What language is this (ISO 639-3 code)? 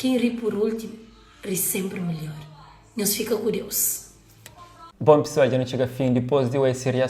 kea